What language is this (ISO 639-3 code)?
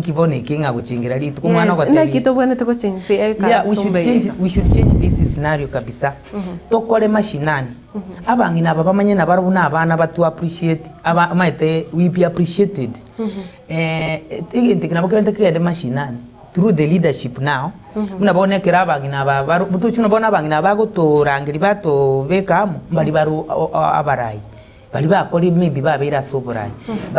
guz